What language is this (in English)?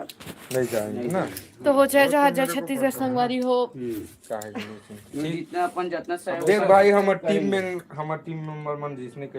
Chhattisgarhi